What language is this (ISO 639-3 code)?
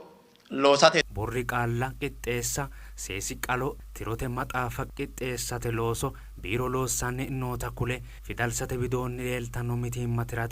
sid